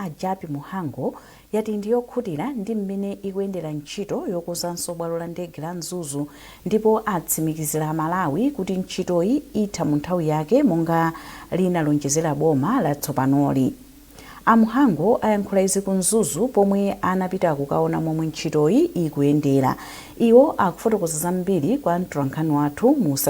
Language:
Nyanja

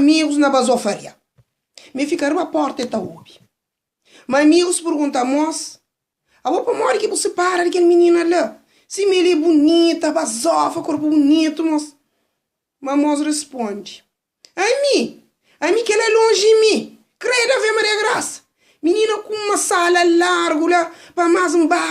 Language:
Kabuverdianu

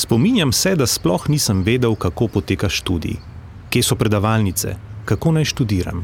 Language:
Slovenian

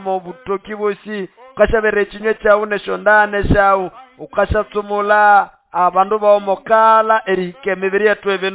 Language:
Nande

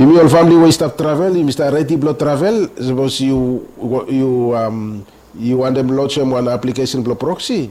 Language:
Bislama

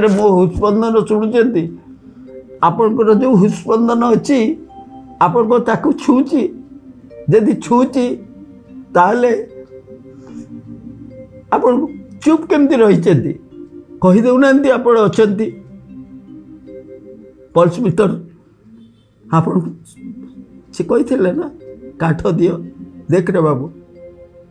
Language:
Odia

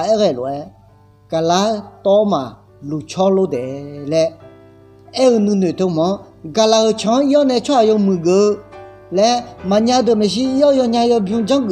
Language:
Akha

